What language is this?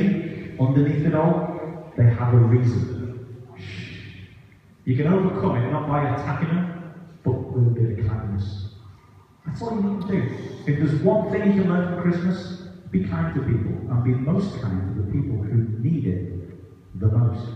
English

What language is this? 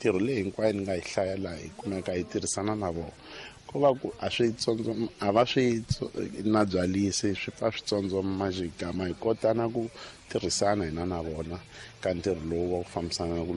Tsonga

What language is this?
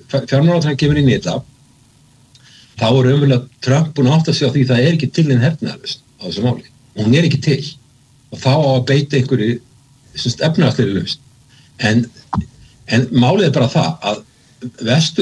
Icelandic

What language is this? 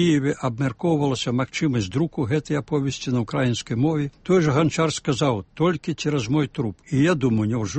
Belarusian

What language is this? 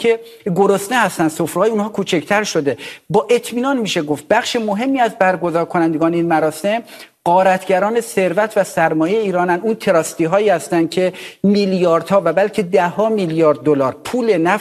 Persian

